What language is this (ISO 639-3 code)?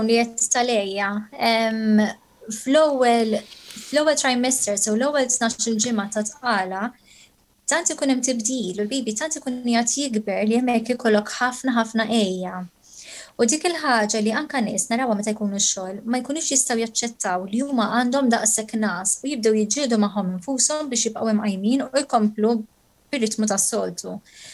mlt